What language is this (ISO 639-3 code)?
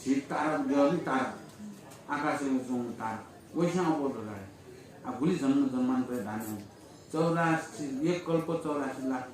new